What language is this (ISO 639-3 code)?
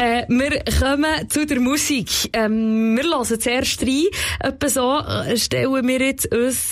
gsw